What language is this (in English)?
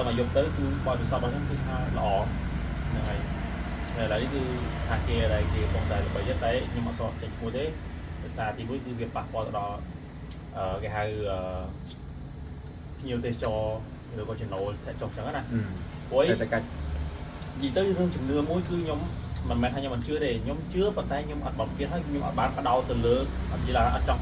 Khmer